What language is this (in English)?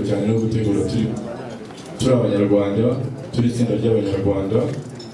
Kinyarwanda